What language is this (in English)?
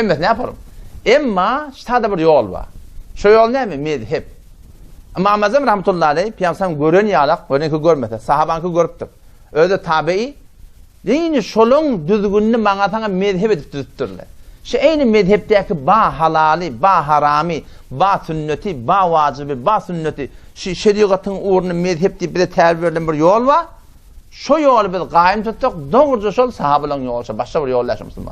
Turkmen